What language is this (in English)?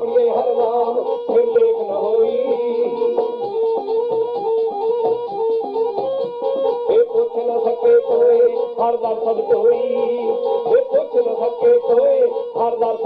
Hindi